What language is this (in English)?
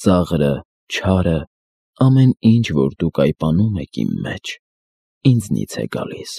Armenian